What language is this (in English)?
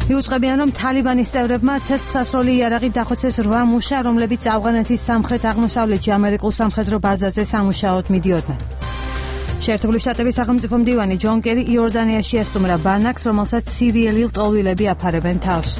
Georgian